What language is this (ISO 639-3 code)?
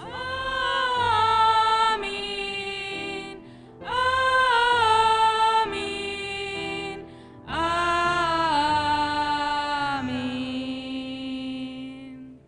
btx